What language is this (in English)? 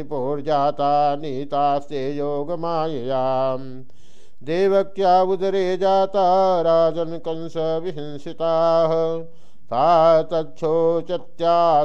Sanskrit